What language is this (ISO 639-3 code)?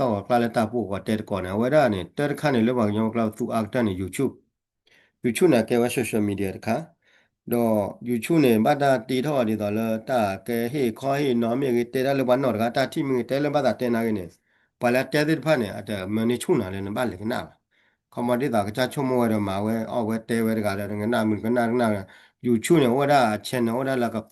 ksw